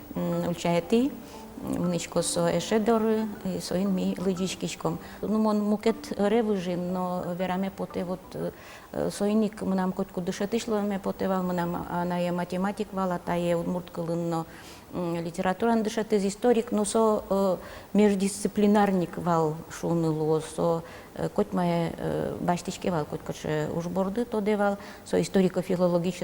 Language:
Udmurt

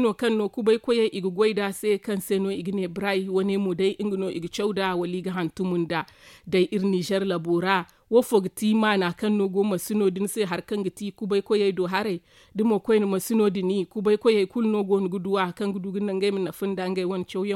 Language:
Zarma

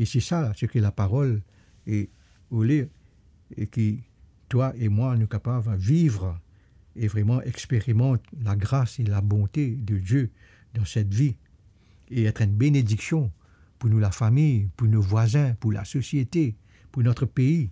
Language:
Morisyen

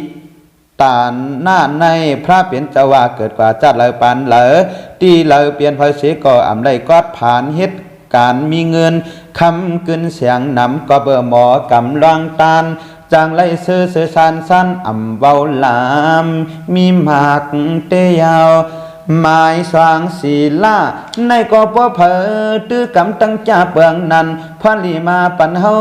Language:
Shan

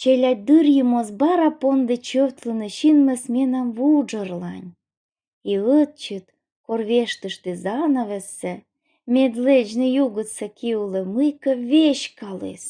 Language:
Komi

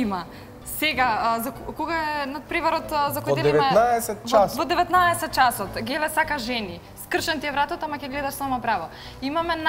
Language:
Macedonian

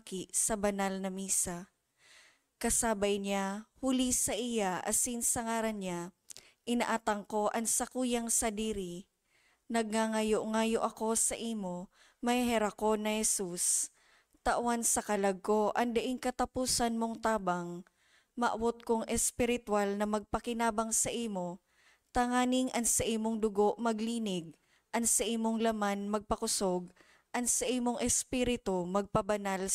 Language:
Bikol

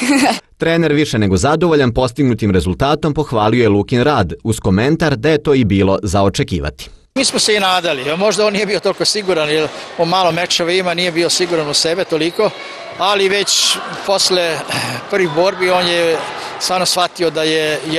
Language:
Serbian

